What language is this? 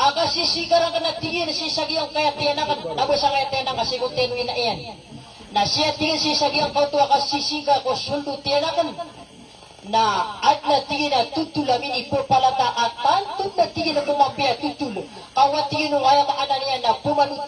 Maranao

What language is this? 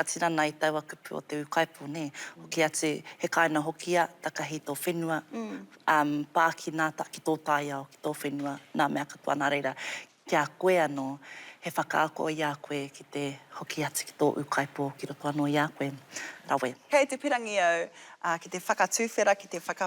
Māori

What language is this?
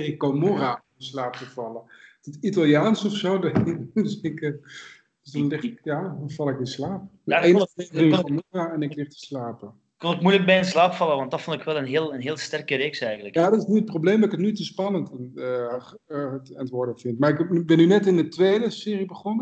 Dutch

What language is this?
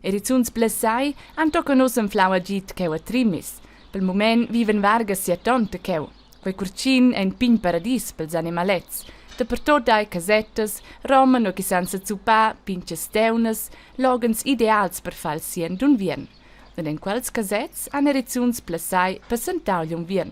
Romansh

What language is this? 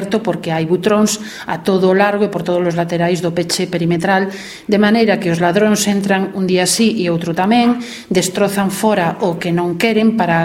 Galician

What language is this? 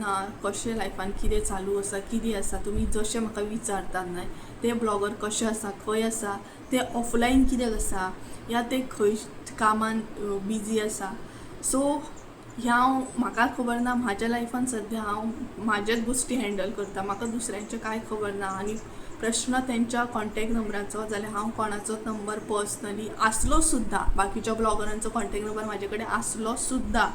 Konkani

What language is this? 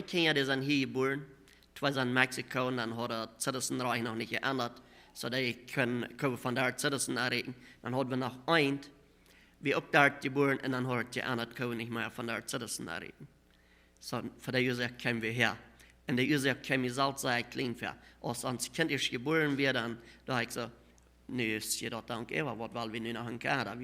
Plautdietsch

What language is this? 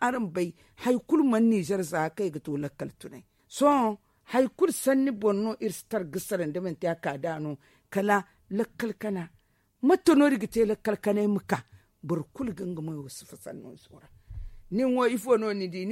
Zarma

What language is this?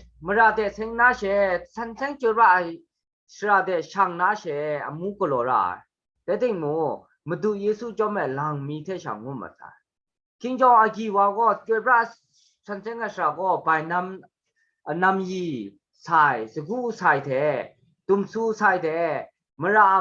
Kachin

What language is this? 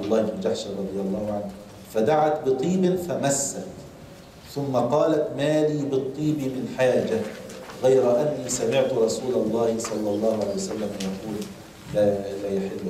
Arabic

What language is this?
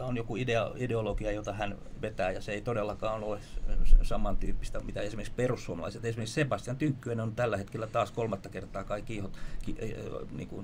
Finnish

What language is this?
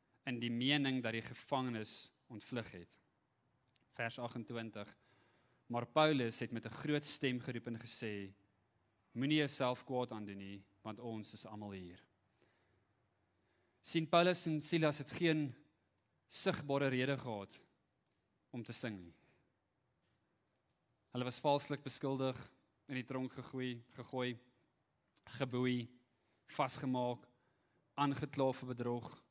Afrikaans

